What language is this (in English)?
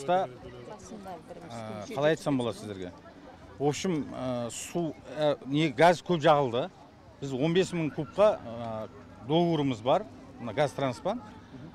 Kazakh